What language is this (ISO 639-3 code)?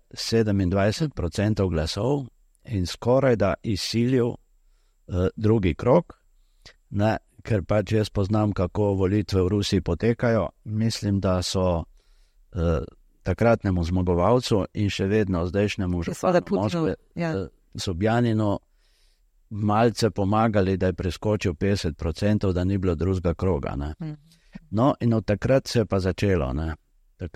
slv